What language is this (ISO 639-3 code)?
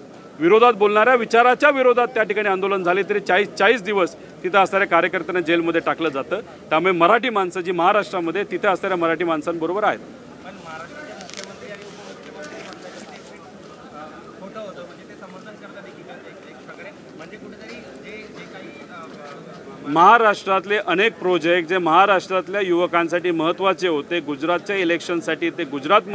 mar